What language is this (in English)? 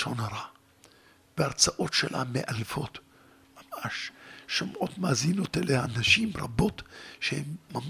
Hebrew